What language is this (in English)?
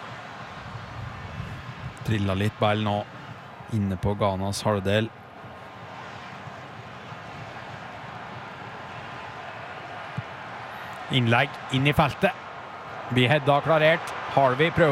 Norwegian